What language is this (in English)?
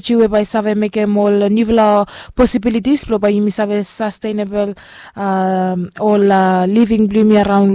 Bislama